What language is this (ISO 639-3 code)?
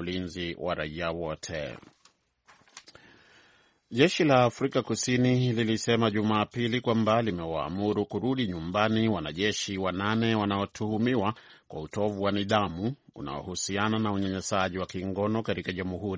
swa